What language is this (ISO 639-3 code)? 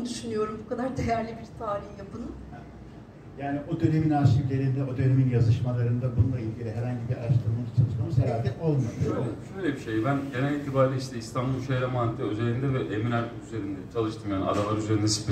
tur